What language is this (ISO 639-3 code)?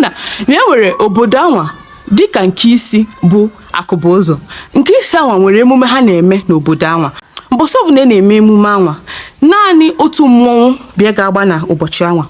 ibo